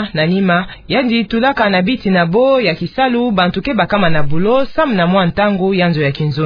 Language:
Kituba (Democratic Republic of Congo)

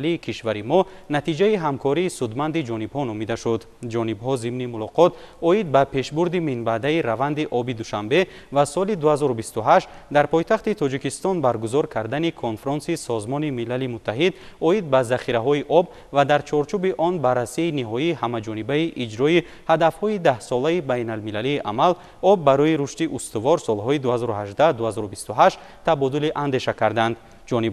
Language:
Tajik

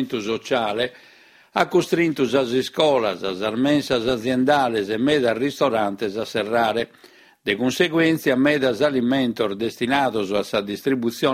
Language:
Sardinian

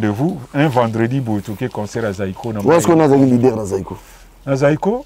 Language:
Lingala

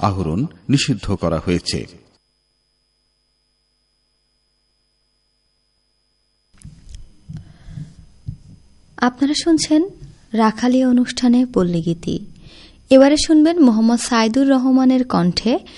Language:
Bangla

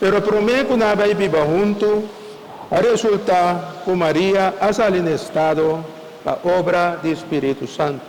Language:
Papiamento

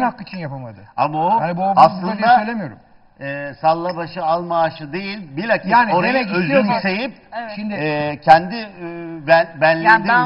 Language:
Turkish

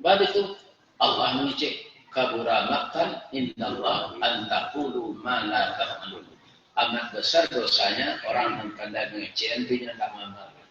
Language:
Minangkabau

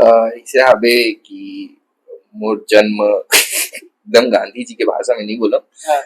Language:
Chhattisgarhi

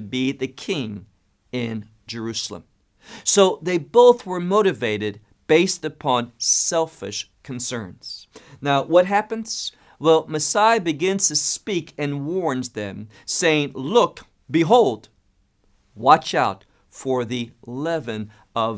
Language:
English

